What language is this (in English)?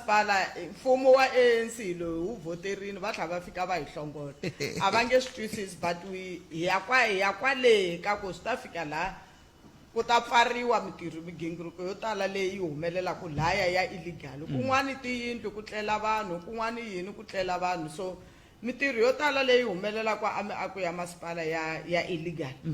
Tsonga